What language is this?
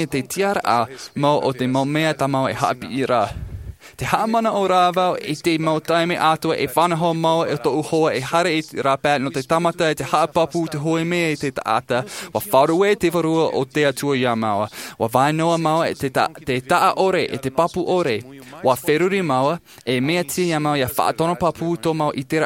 Tahitian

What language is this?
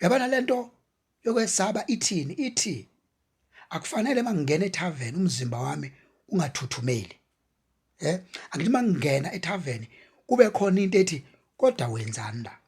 Zulu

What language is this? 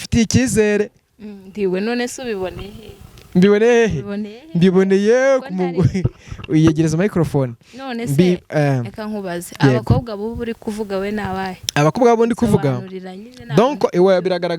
Kinyarwanda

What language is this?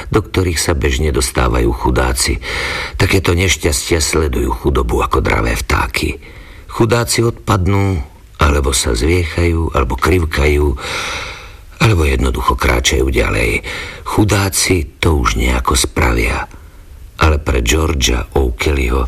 Slovak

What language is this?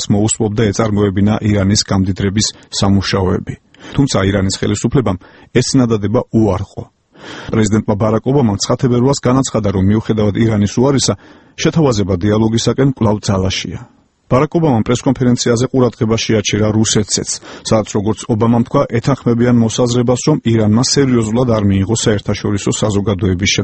Georgian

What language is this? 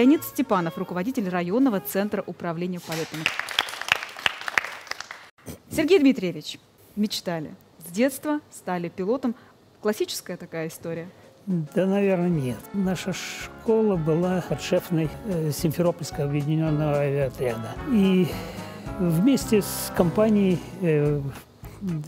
Russian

